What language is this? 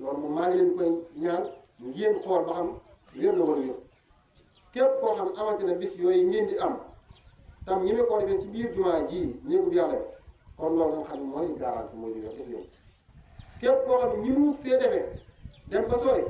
Wolof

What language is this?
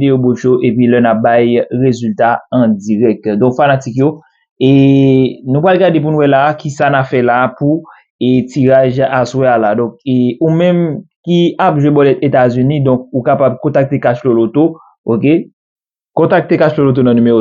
Haitian Creole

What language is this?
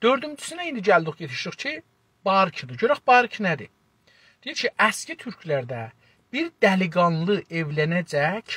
South Azerbaijani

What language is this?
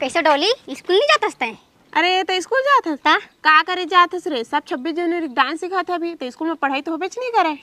Chhattisgarhi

